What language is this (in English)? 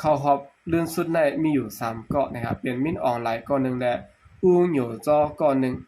Shan